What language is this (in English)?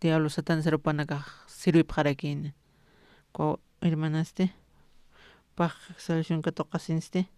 Aymara